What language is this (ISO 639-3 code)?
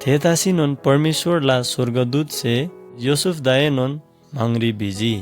taj